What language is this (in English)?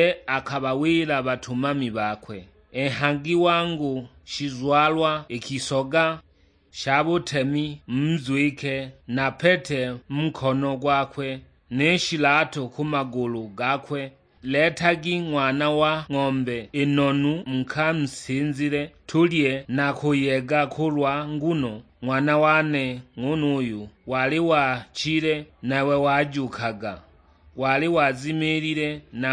Sukuma